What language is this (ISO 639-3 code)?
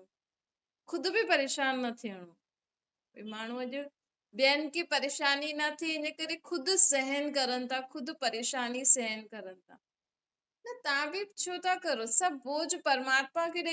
snd